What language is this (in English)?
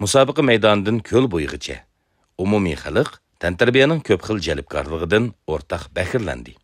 Uyghur